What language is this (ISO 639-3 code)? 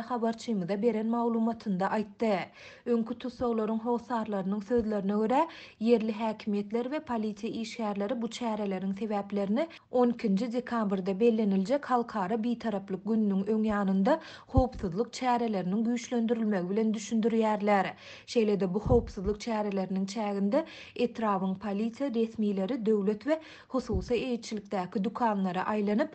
tuk